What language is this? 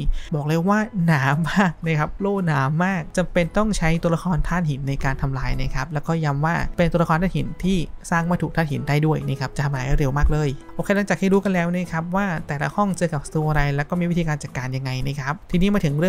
Thai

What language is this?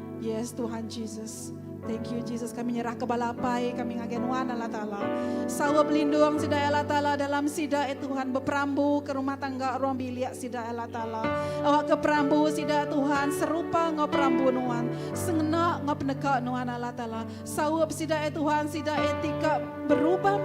Iban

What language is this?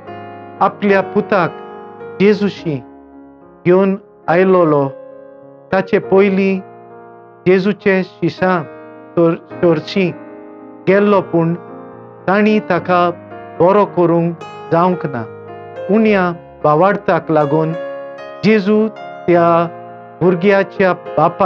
Konkani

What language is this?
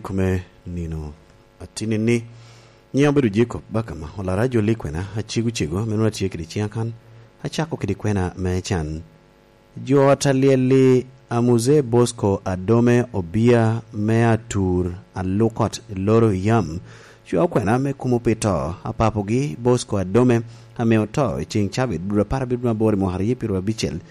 Lango (Uganda)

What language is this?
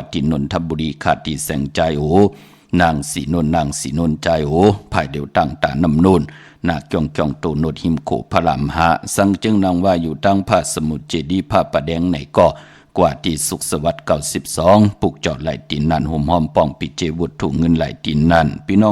Shan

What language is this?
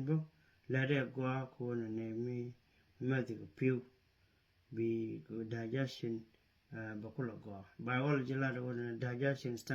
Nuer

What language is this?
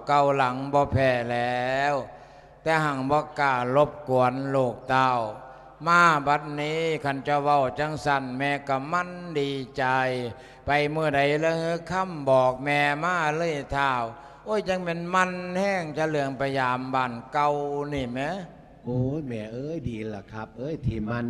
Lao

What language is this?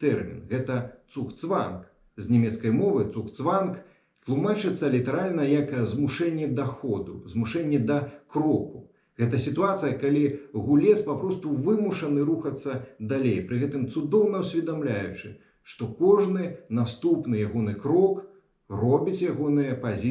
Belarusian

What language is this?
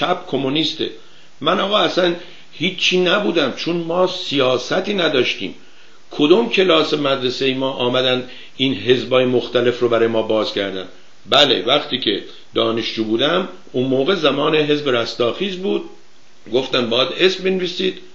Persian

